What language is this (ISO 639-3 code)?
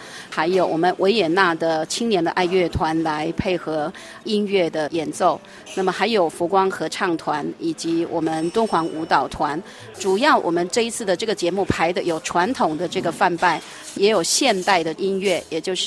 zho